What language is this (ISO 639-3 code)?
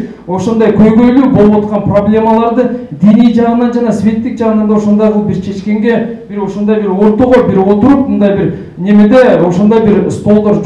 kir